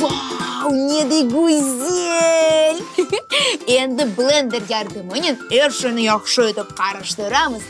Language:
Crimean Tatar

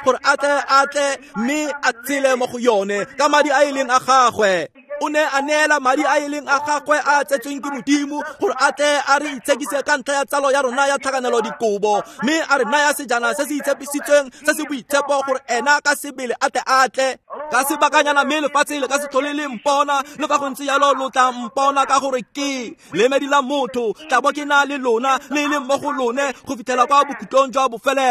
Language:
Tswana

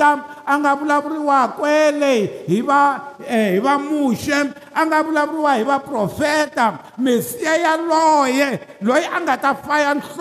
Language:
Tsonga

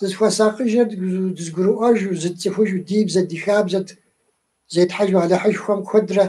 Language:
Kabardian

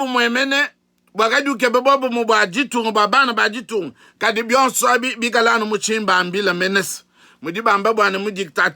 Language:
Luba-Lulua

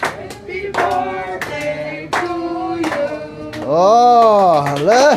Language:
Hmar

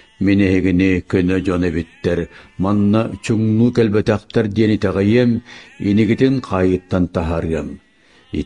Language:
Yakut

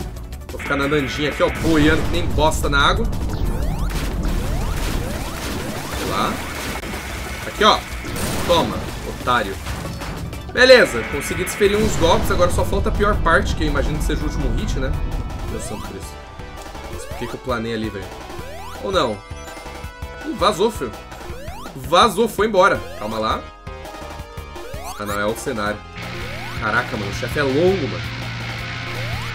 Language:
Portuguese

